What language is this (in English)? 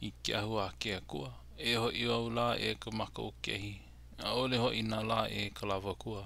Hawaiian